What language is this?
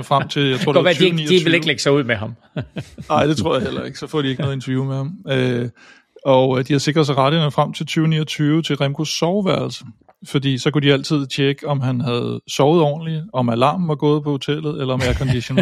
Danish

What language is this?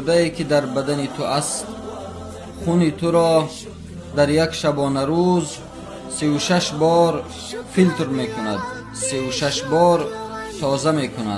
Tajik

